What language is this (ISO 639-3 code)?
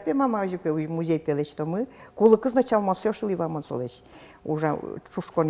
udm